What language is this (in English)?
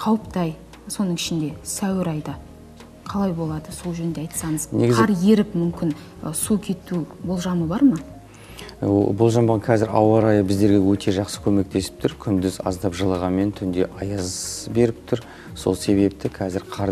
Kazakh